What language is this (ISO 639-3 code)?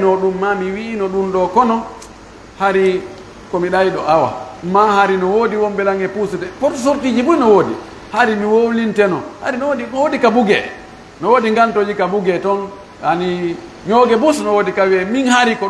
ful